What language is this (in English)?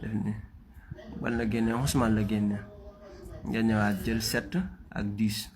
Wolof